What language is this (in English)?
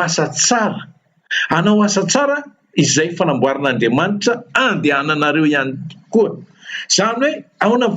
Malagasy